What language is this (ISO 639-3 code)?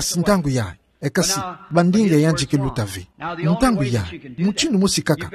ktu